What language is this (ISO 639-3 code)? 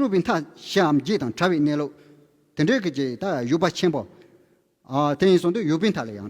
bod